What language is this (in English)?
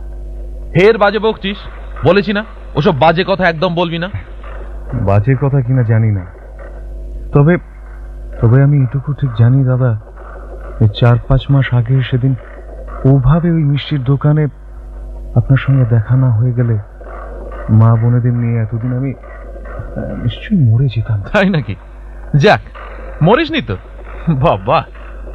Bangla